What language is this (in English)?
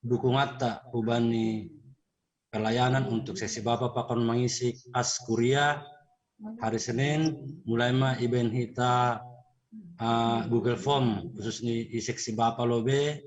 Batak Simalungun